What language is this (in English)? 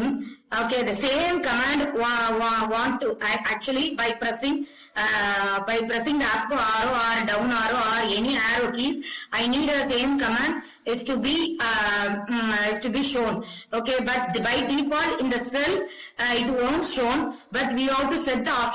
English